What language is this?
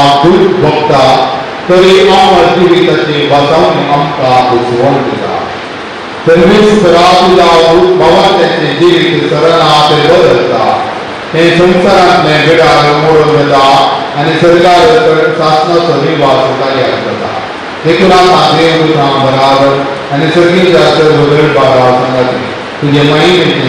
Konkani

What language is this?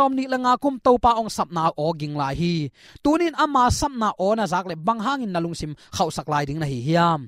Tedim Chin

